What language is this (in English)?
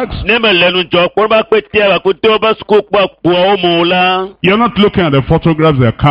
Ewe